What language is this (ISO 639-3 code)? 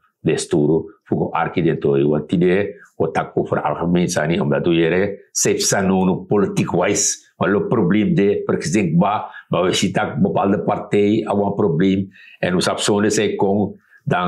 srn